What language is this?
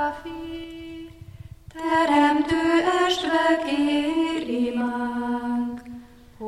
Hungarian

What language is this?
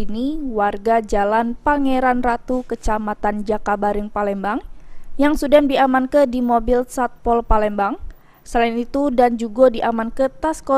Musi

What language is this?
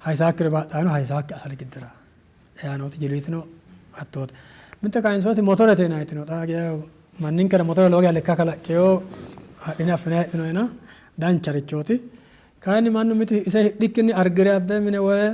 Sidamo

